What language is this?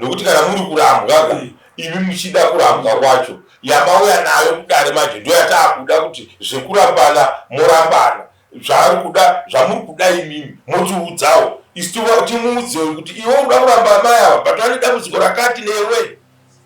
Shona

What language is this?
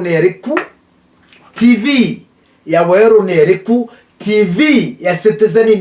Meru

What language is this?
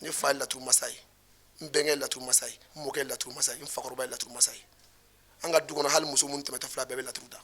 Bambara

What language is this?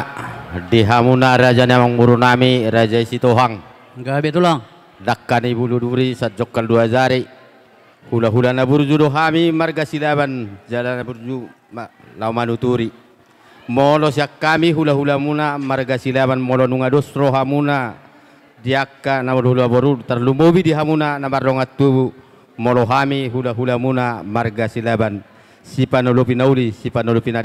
Batak Toba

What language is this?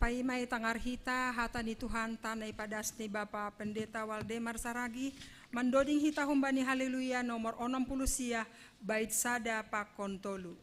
Batak Simalungun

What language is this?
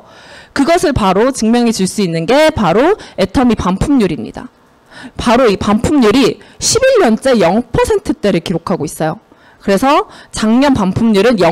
Korean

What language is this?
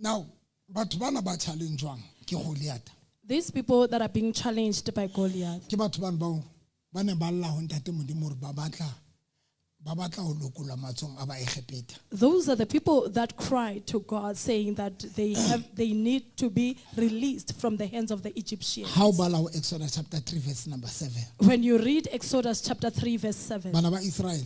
Southern Sotho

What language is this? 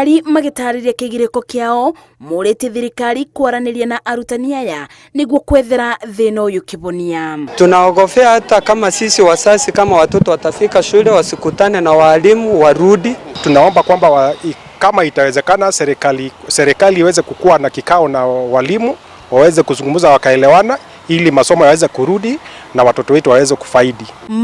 Kikuyu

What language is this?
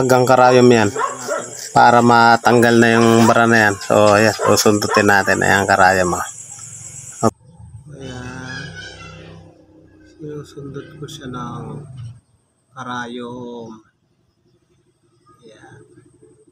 Filipino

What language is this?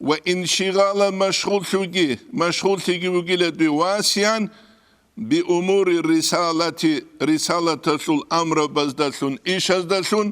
Avaric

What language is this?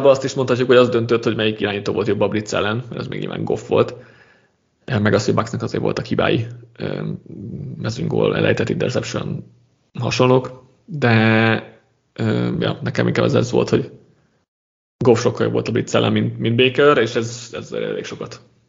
Hungarian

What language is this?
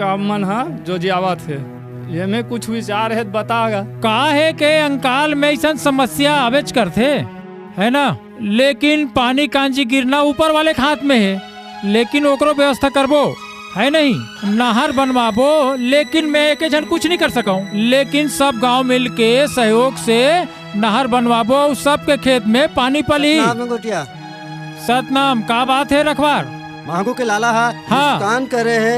Chhattisgarhi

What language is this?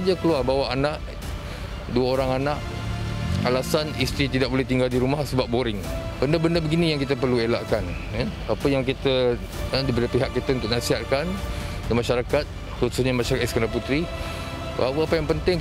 Malay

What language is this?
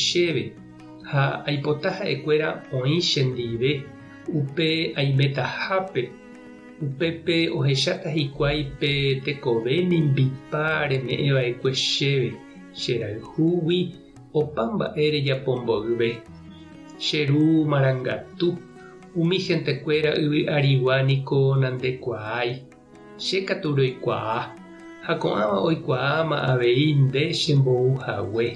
Guarani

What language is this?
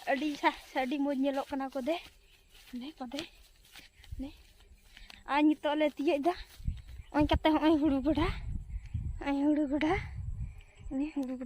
Santali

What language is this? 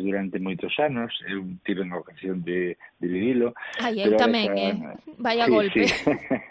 Galician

